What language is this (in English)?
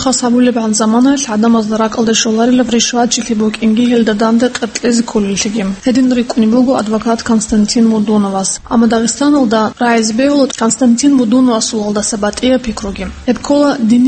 Avaric